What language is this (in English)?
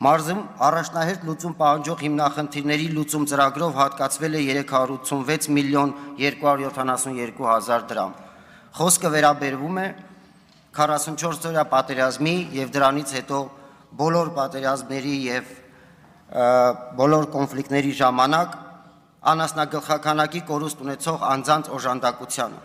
Armenian